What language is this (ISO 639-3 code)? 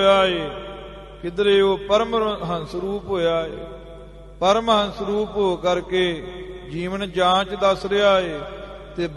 pan